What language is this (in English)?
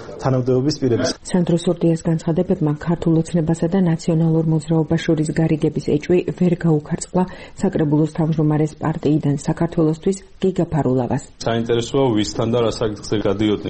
Georgian